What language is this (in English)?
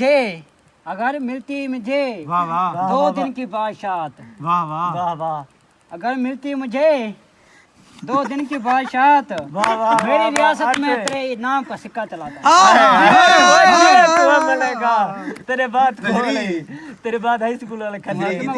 Saraiki